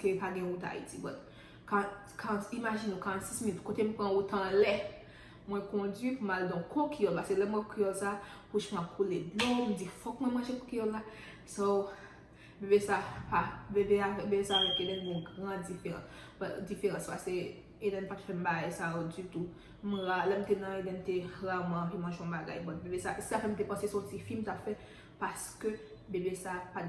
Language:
Haitian Creole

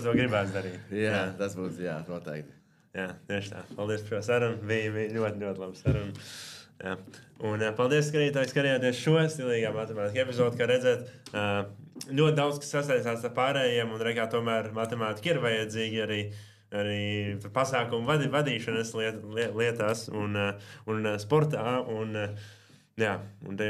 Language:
Latvian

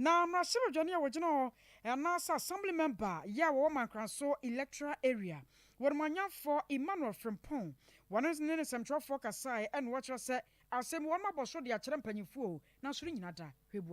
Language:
Akan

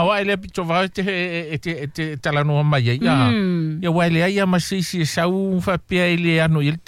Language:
Samoan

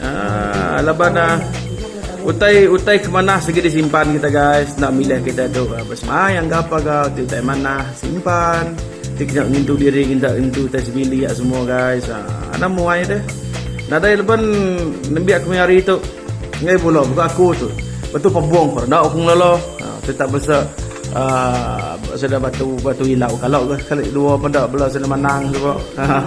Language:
Iban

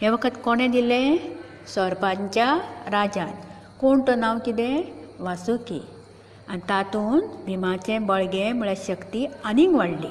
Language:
Konkani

